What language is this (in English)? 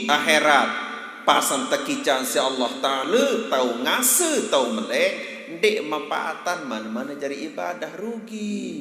Sasak